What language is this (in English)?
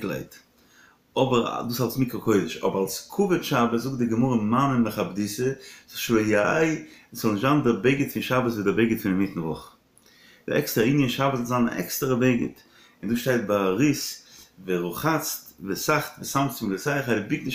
Yiddish